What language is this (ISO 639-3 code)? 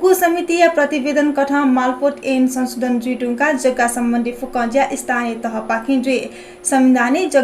new